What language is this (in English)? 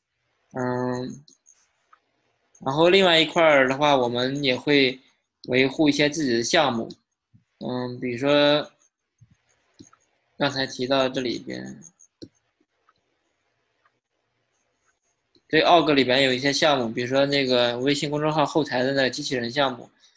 Chinese